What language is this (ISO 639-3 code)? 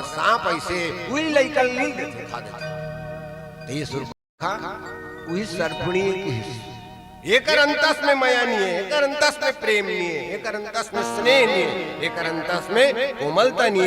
hne